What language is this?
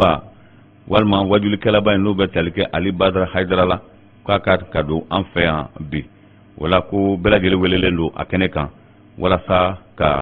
Bambara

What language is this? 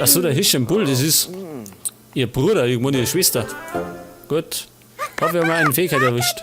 Bavarian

